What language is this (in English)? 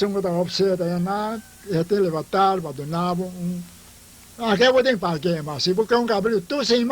Papiamento